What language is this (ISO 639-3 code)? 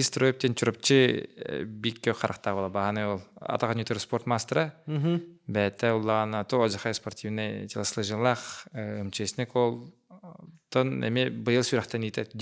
sah